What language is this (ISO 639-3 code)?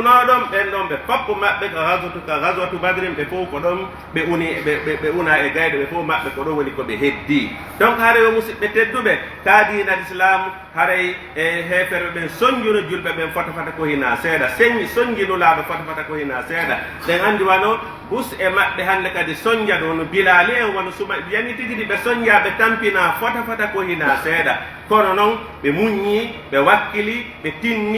fuf